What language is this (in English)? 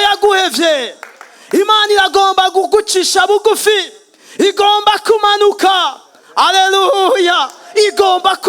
Rundi